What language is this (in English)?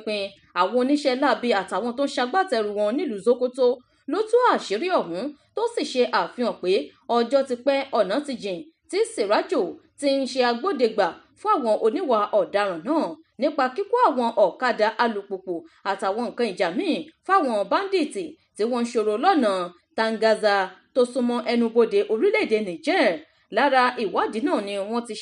Yoruba